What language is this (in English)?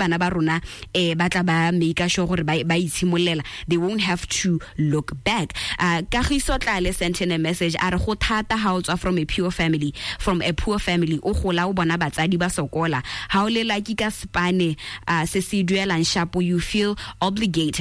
Tswana